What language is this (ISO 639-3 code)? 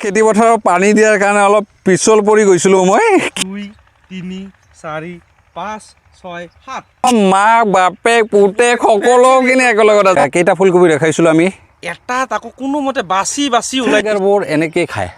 asm